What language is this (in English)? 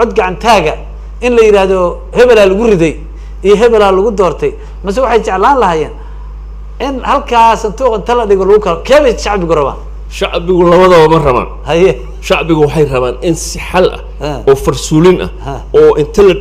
Somali